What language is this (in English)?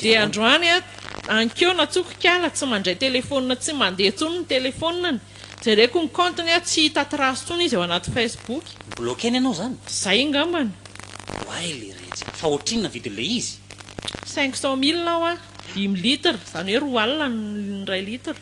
Malagasy